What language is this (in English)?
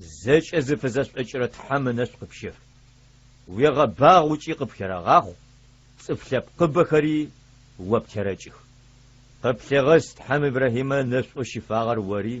Adyghe